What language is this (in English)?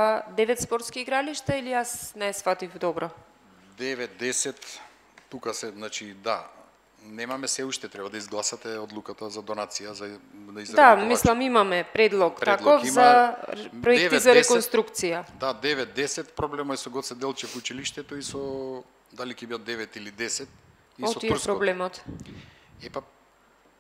Macedonian